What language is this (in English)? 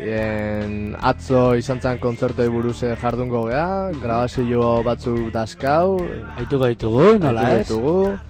Basque